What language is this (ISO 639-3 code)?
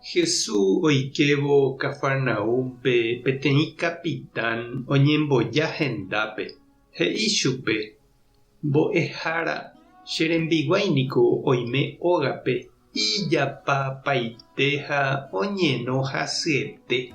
grn